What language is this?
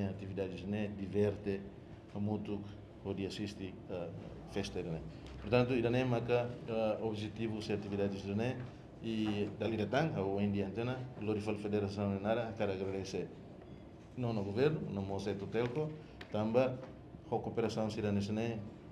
Tetum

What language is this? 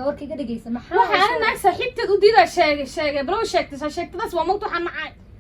Somali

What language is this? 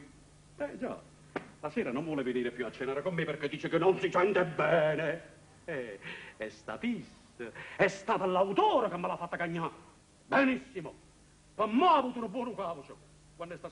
Neapolitan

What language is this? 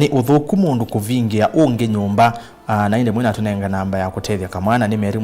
Kamba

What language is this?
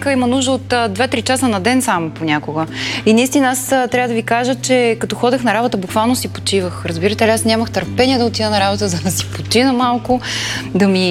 Bulgarian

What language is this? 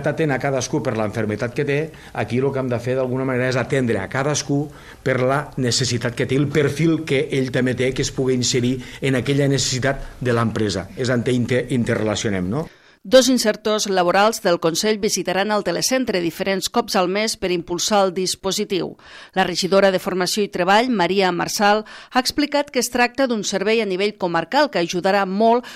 Catalan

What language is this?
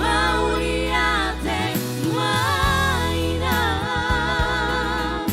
Batak Toba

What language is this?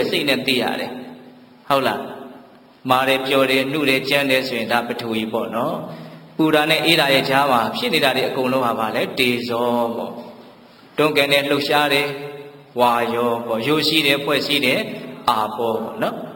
Burmese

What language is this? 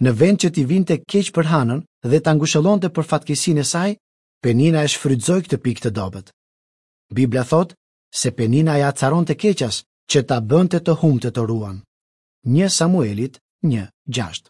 Albanian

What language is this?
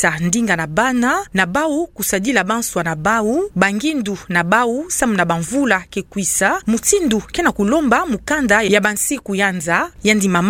Kituba (Democratic Republic of Congo)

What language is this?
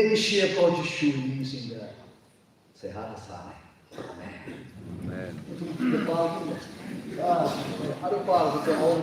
Tangkhul Naga (India)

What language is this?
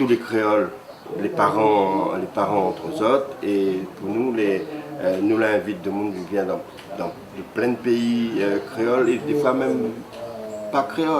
Réunion Creole French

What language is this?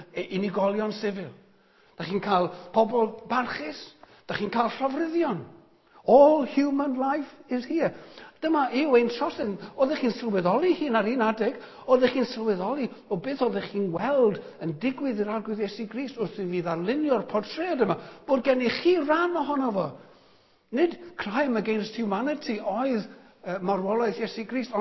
Welsh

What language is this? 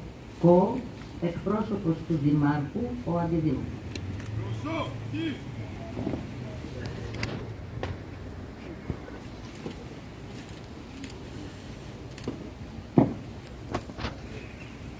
Greek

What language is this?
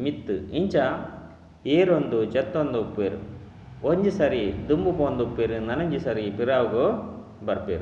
Tulu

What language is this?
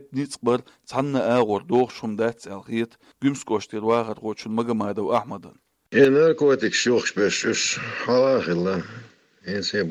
Chechen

